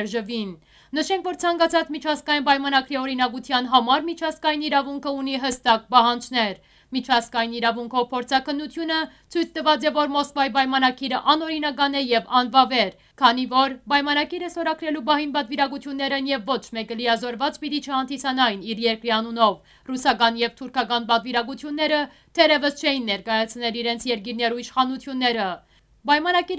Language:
Western Armenian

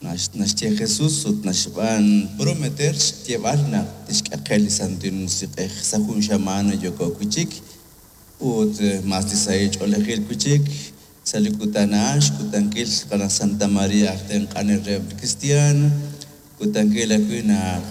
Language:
Kekchí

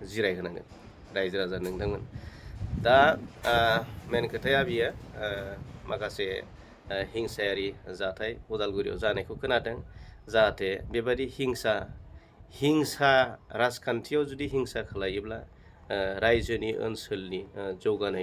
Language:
Bodo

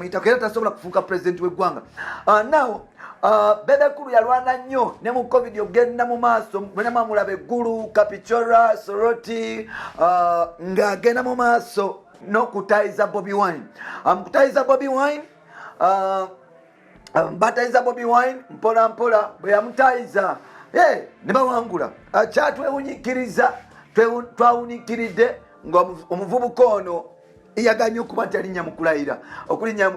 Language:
Ganda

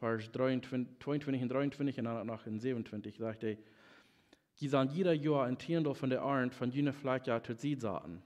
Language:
Plautdietsch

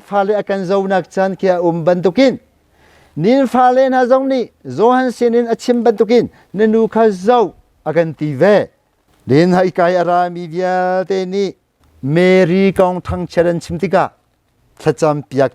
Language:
Hakha Chin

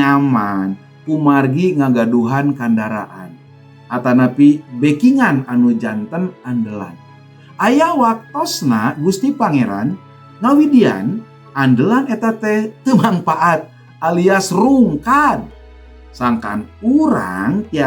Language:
Sundanese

